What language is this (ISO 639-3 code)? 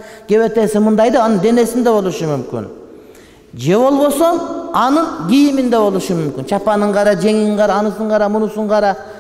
kir